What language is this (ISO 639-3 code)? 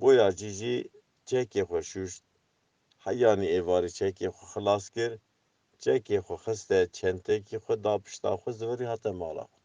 kur